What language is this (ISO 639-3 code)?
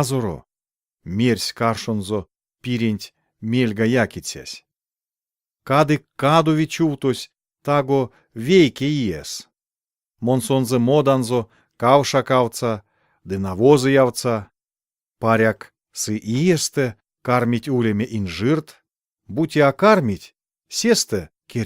myv